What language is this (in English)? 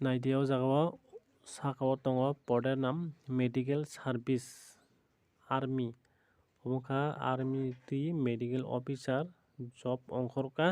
Kok Borok